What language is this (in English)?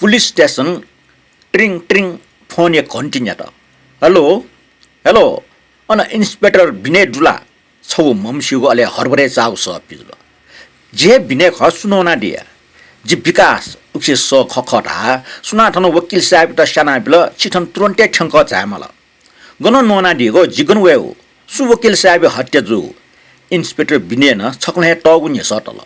Newari